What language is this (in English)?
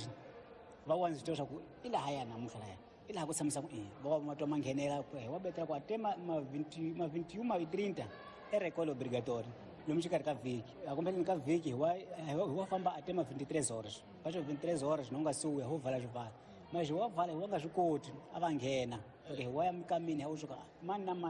Tsonga